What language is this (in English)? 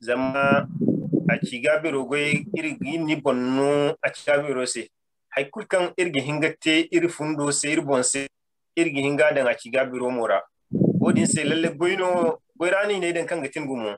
Zarma